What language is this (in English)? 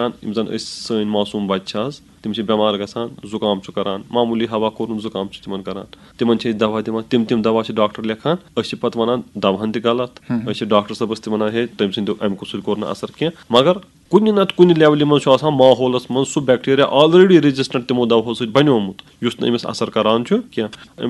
Kashmiri